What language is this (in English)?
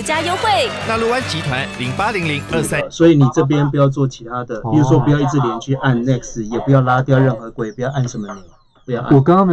Chinese